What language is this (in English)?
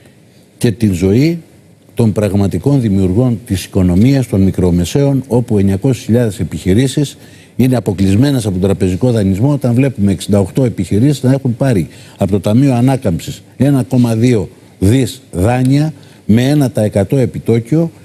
Greek